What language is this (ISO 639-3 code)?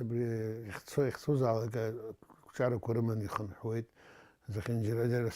abk